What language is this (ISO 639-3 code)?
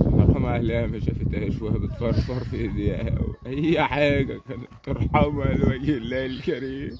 arz